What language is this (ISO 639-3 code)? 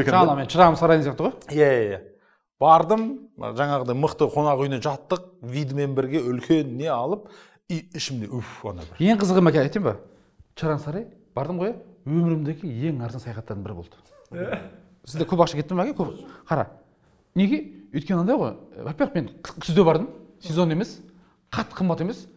kaz